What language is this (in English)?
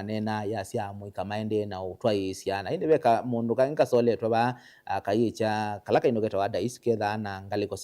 Kamba